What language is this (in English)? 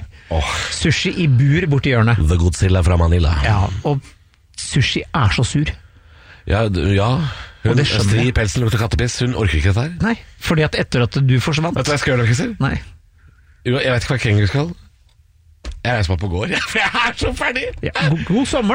Norwegian